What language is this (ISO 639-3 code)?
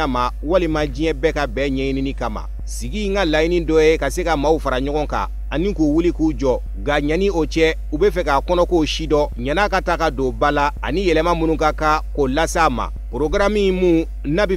bam